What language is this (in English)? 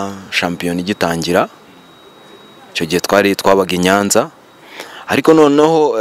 Kinyarwanda